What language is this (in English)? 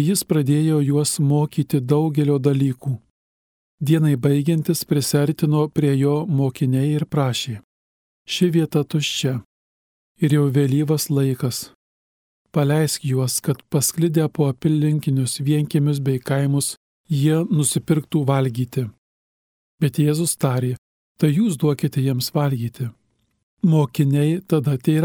Lithuanian